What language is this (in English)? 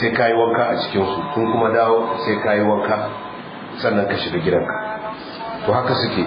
Hausa